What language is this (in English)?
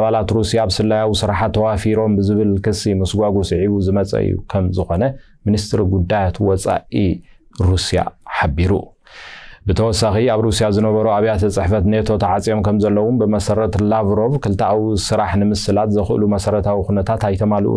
Tigrinya